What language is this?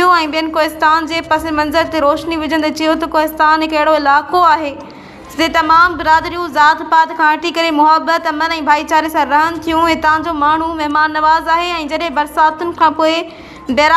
Sindhi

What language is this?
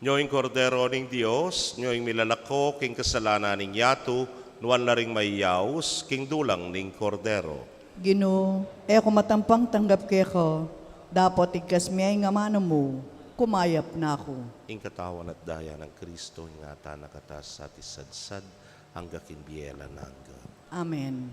Pampanga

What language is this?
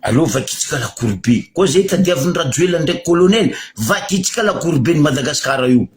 Malagasy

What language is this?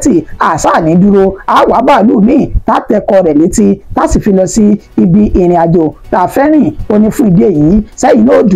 Yoruba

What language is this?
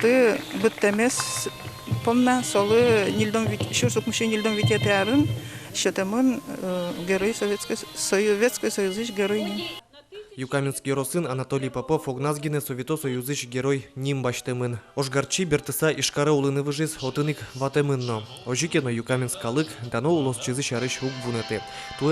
Udmurt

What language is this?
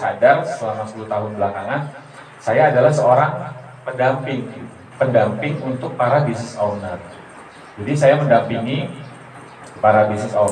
Indonesian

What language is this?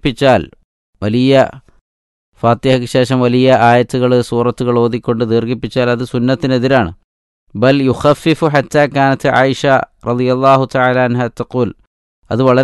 Malayalam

